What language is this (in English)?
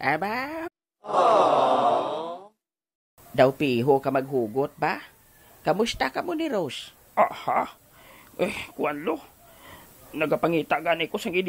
Hiligaynon